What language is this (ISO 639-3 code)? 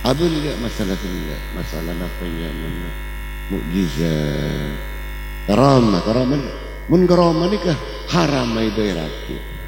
mad